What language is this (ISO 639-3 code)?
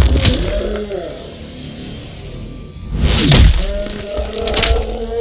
eng